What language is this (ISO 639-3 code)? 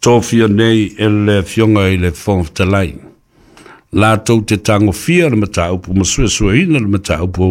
smo